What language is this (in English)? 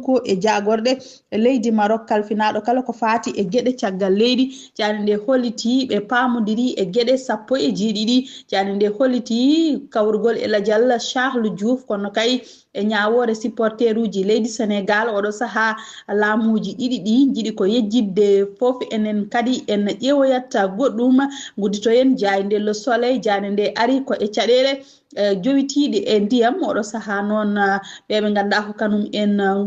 Fula